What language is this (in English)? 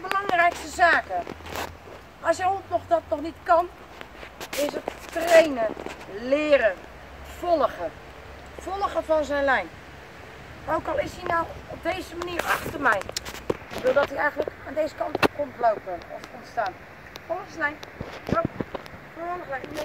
Dutch